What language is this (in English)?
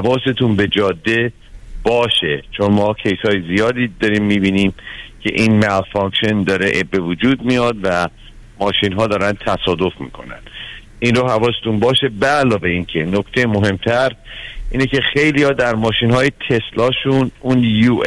Persian